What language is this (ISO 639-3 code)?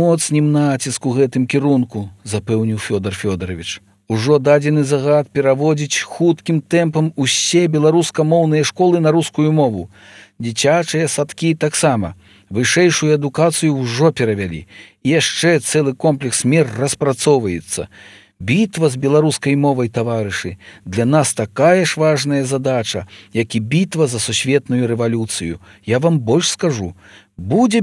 bel